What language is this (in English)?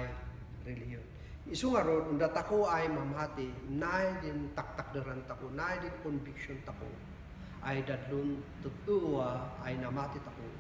Kankanaey